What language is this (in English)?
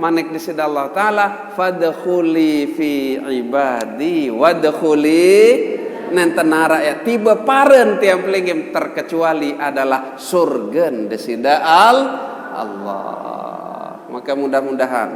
Sasak